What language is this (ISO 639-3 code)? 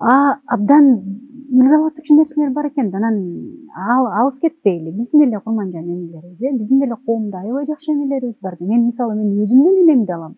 kir